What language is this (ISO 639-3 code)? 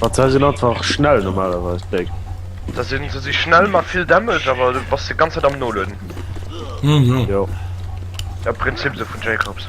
ltz